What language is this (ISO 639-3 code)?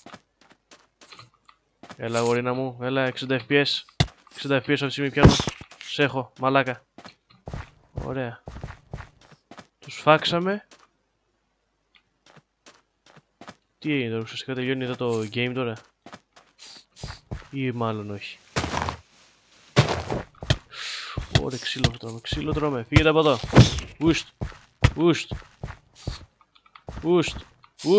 ell